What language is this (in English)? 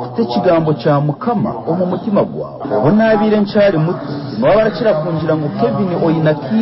Nyankole